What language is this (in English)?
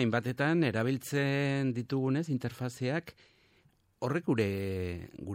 Basque